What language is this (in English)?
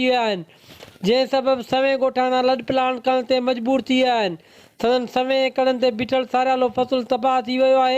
Sindhi